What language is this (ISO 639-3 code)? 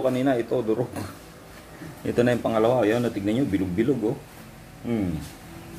fil